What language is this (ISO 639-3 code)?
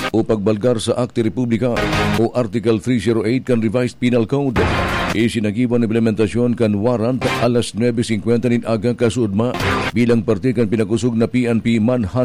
bik